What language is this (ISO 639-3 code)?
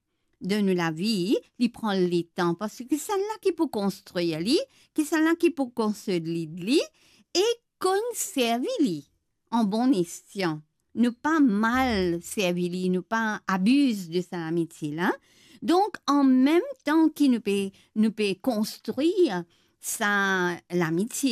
mfe